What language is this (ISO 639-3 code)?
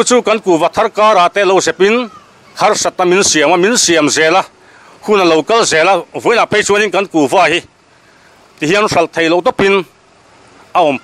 lus